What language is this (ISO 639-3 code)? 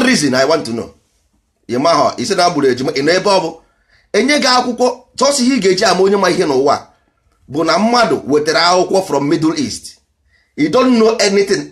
ibo